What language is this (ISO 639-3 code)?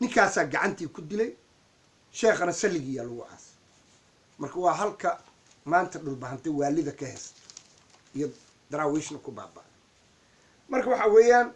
som